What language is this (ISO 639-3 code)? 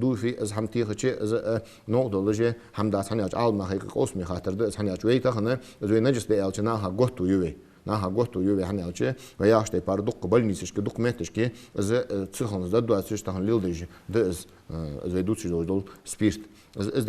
inh